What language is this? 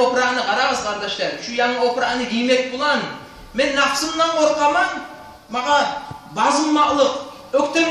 Kumyk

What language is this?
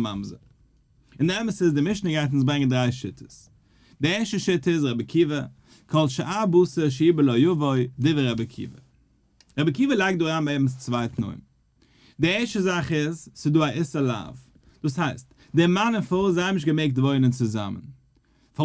Yiddish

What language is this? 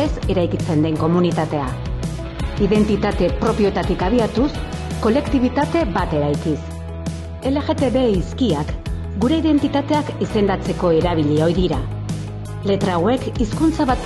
Basque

